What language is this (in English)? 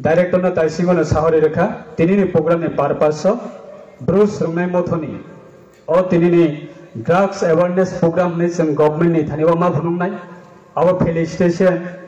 Riang (India)